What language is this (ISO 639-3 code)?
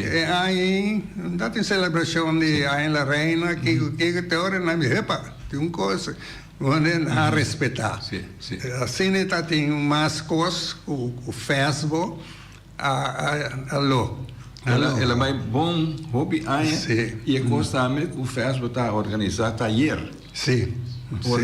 pap